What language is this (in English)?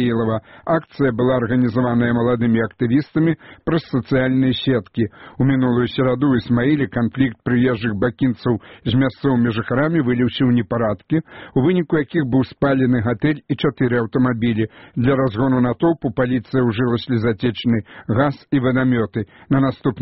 Belarusian